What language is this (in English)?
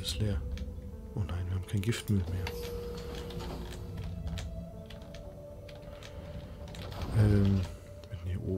German